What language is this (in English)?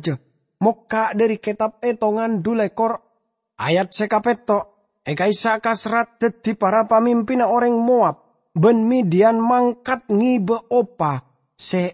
Madurese